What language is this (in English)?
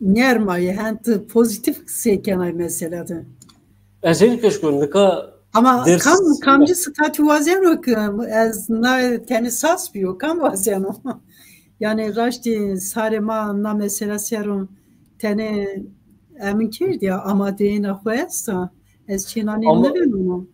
Zaza